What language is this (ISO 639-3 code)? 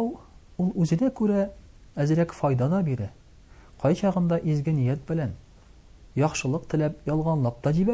tat